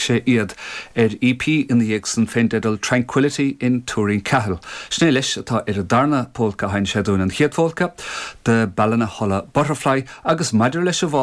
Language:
Irish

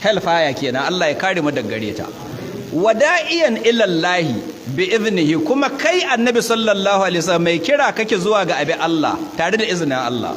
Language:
Hausa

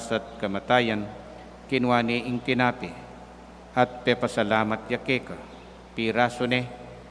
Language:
Pampanga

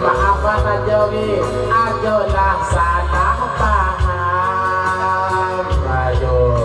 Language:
Minangkabau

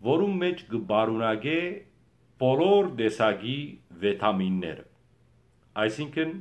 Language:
Western Armenian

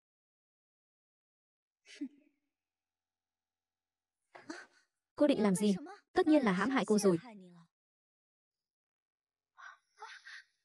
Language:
Vietnamese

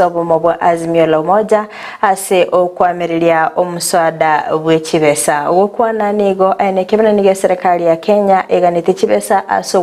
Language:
Gusii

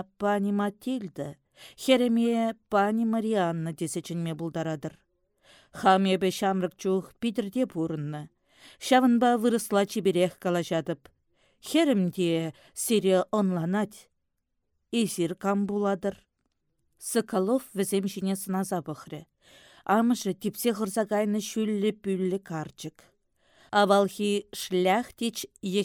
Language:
Chuvash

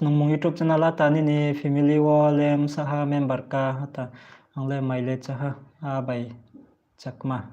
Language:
Riang (India)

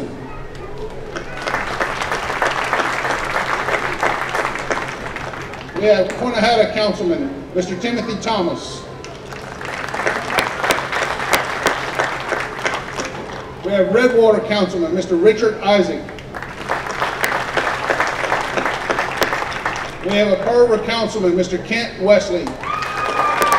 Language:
English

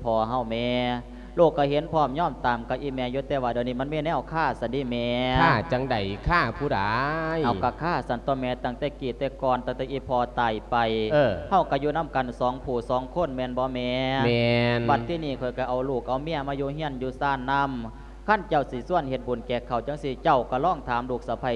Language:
Lao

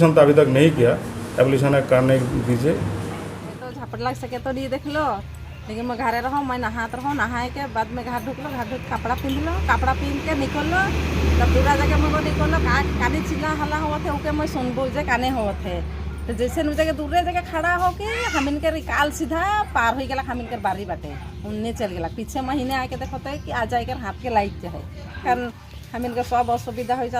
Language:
Sadri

